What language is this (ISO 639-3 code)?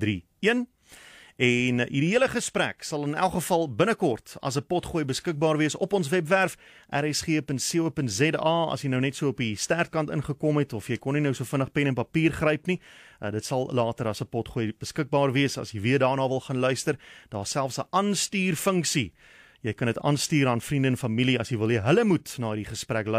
afr